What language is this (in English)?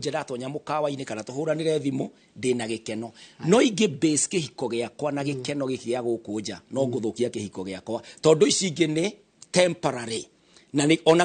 Kikuyu